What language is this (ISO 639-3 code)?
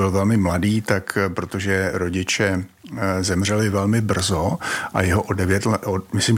ces